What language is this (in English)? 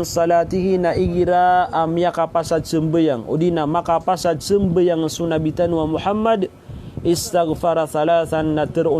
Maranao